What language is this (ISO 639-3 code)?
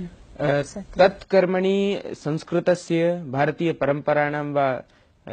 san